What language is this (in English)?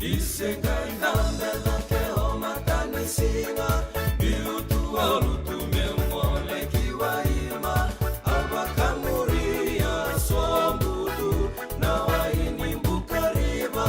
Fijian